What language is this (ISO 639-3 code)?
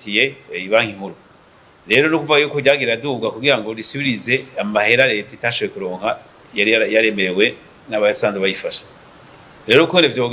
run